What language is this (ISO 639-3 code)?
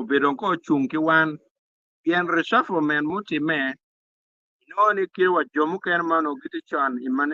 ach